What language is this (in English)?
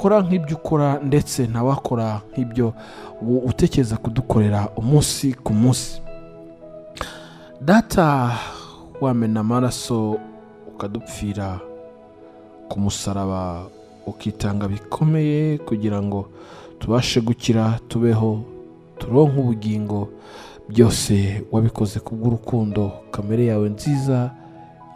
Kinyarwanda